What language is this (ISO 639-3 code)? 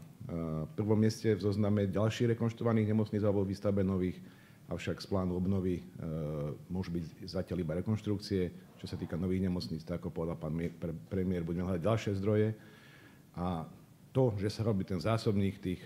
slk